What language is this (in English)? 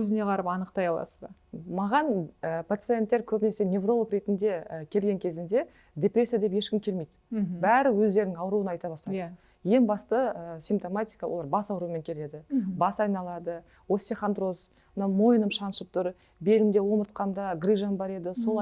Kazakh